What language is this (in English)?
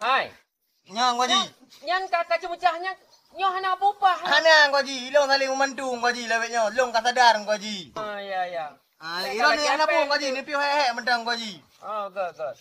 Achinese